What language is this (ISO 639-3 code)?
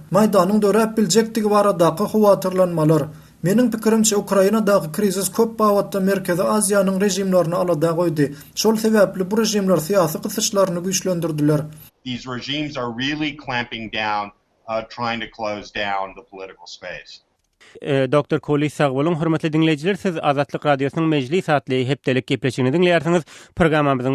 tuk